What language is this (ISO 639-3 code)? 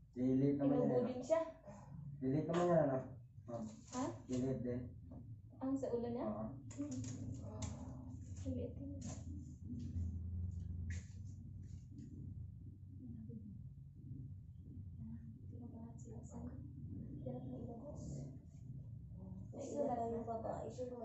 fil